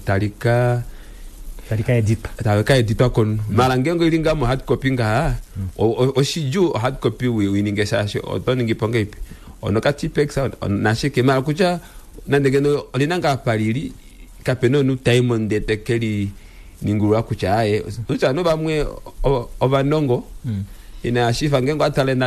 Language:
Kuanyama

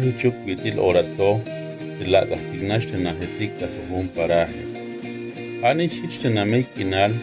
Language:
Tzeltal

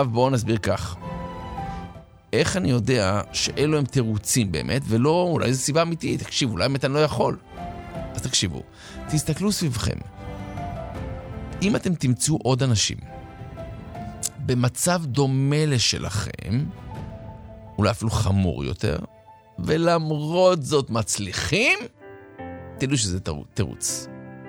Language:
Hebrew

